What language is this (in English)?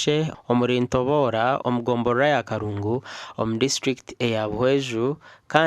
Nyankole